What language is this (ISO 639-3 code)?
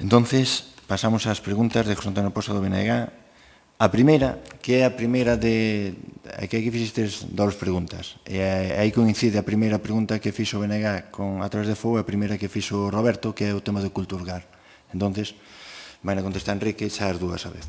glg